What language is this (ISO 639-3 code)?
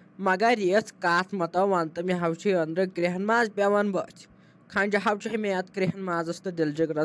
kas